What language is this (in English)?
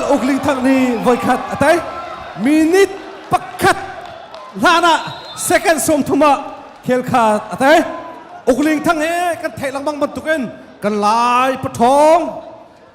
Hakha Chin